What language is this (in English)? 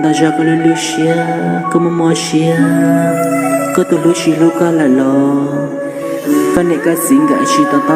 Hmong